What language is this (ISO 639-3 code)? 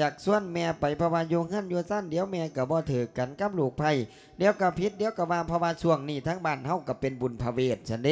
lao